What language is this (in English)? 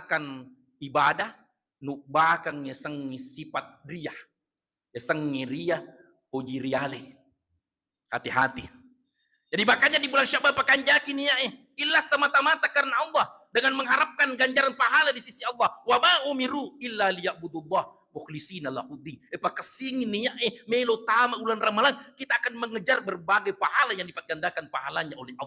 Buginese